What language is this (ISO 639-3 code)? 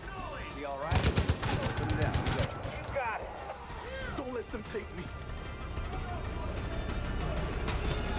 eng